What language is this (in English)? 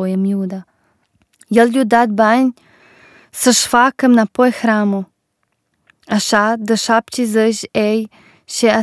Romanian